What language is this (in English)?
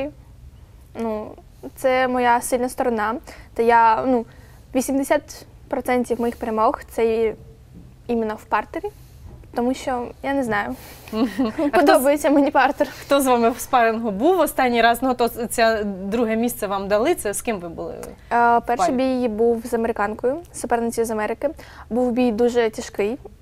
Ukrainian